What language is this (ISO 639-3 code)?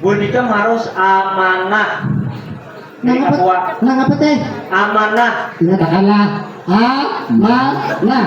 bjn